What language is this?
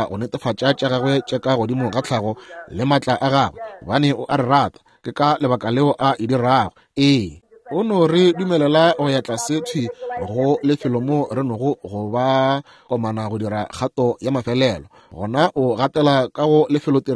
Northern Sotho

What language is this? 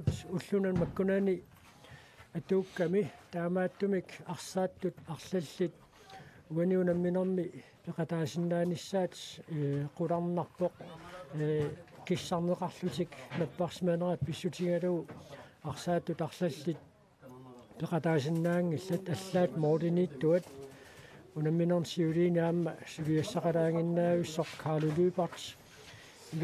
Kalaallisut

